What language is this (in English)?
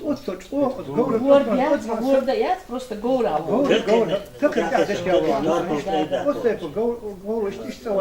Chechen